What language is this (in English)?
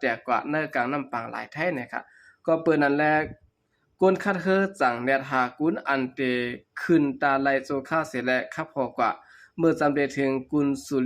Shan